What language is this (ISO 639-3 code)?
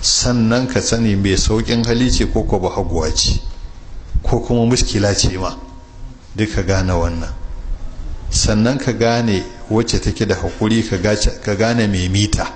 hau